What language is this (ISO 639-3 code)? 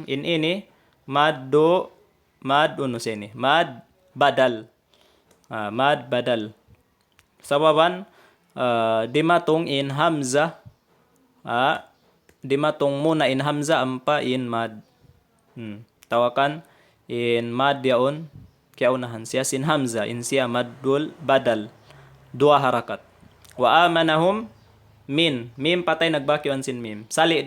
tsg